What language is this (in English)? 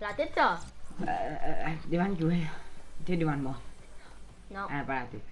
Morisyen